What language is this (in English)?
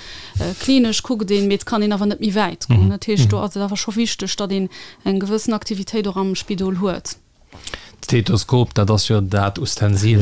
Luxembourgish